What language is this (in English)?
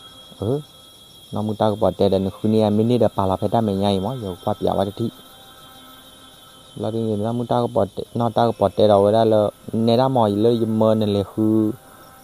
S'gaw Karen